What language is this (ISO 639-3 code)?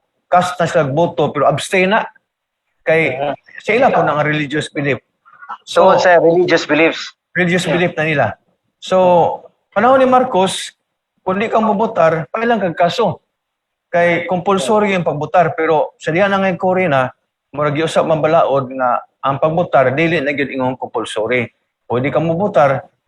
ceb